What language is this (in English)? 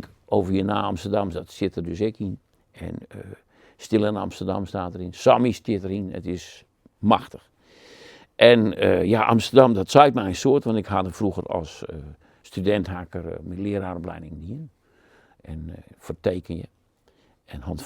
Western Frisian